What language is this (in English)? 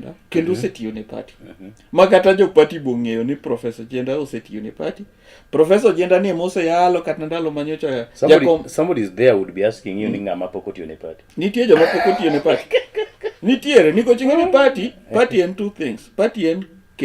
Luo (Kenya and Tanzania)